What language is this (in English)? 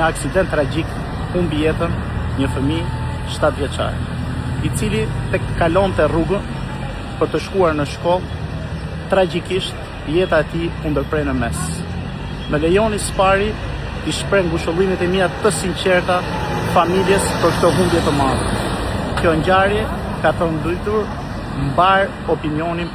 Albanian